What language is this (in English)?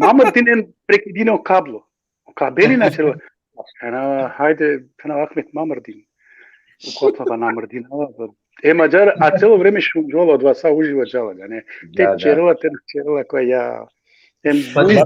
Balkan Romani